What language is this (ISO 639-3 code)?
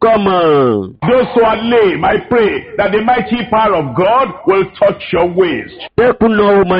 ewe